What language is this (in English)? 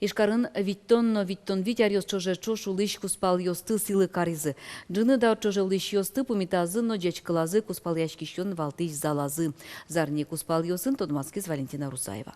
Udmurt